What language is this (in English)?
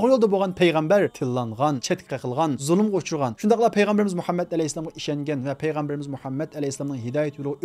Uyghur